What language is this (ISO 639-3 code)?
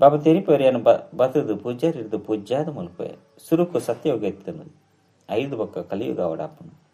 tcy